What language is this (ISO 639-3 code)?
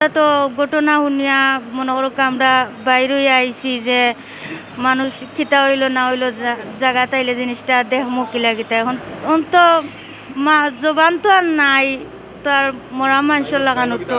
syl